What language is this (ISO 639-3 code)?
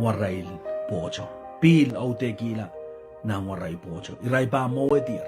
pon